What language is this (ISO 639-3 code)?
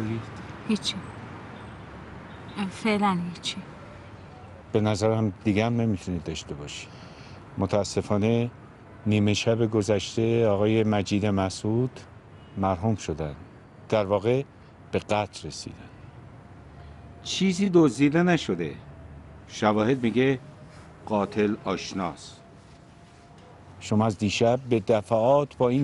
fas